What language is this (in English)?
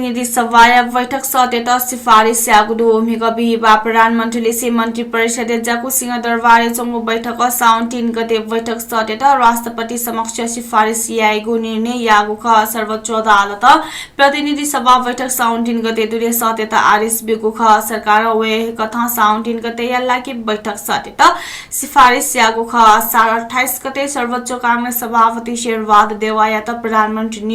Newari